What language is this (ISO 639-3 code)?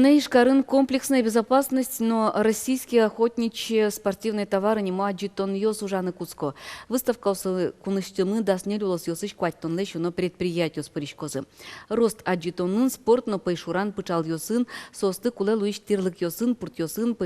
udm